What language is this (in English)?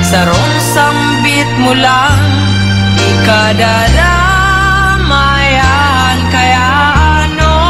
Bikol